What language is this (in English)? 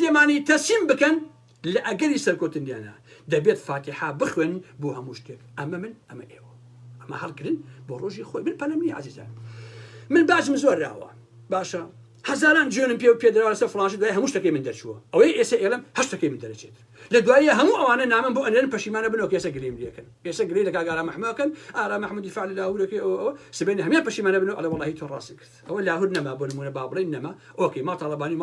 Central Kurdish